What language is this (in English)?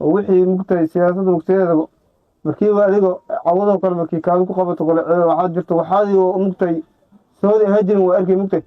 Somali